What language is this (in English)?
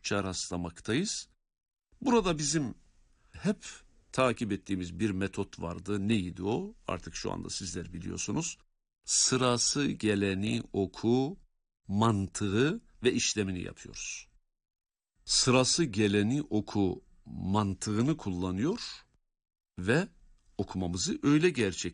Turkish